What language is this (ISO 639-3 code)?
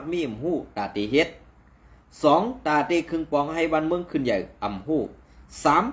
shn